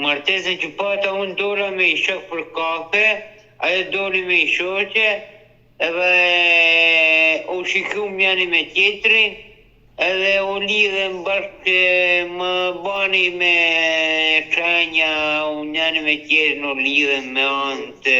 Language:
Albanian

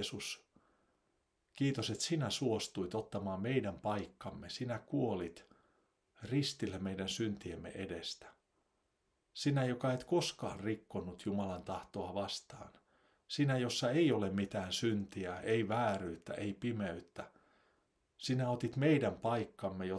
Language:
Finnish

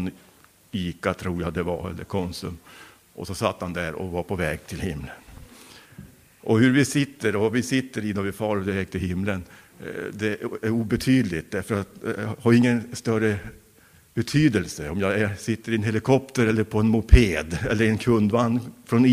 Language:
Swedish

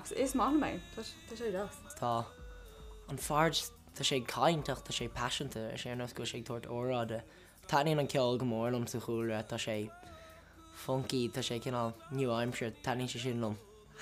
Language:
Irish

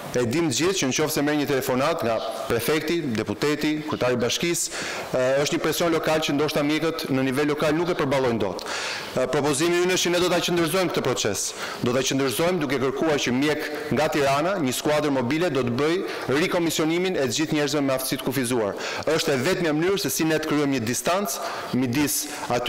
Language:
Albanian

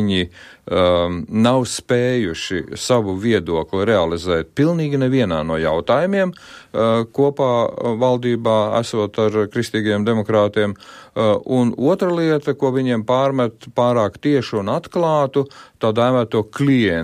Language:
Latvian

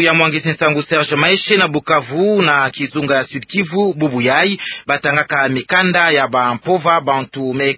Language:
Kituba (Democratic Republic of Congo)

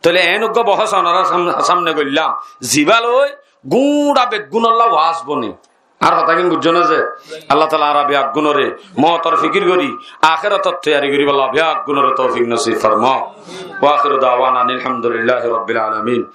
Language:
Rohingya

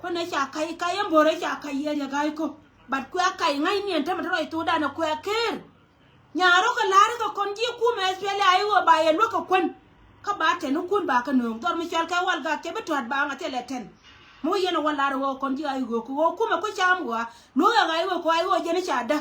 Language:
Nuer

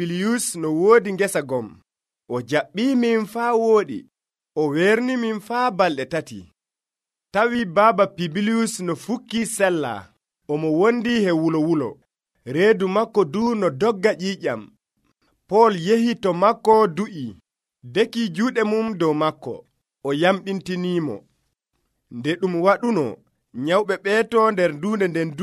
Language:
Nigerian Fulfulde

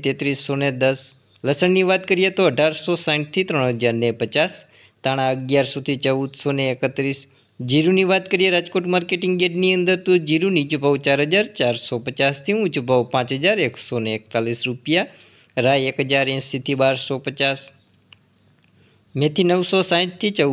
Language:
Gujarati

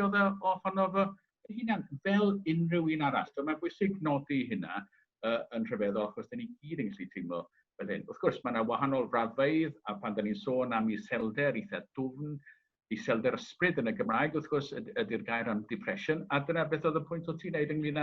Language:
Welsh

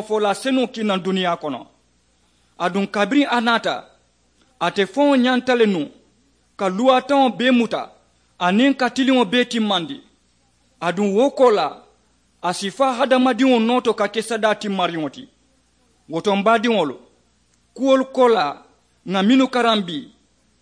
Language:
Mandingo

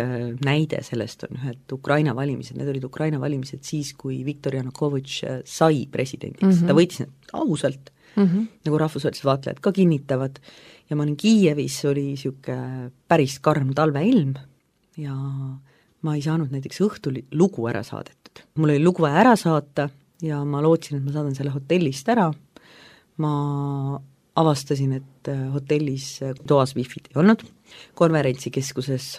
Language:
Estonian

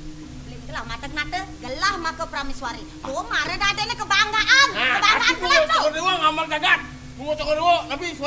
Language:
Balinese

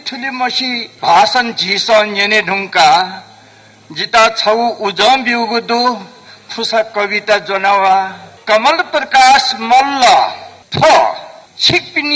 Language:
Newari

